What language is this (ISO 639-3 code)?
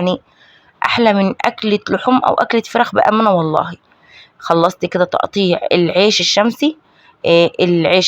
arz